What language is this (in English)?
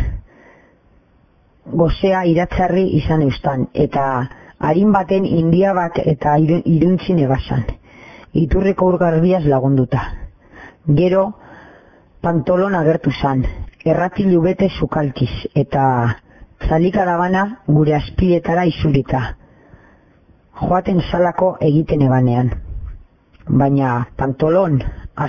Basque